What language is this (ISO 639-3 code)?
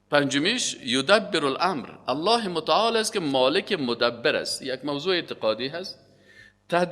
fas